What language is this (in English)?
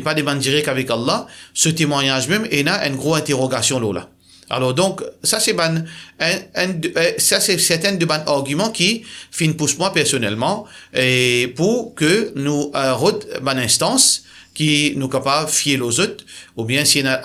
Morisyen